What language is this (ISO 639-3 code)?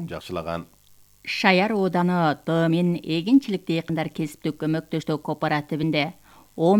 kir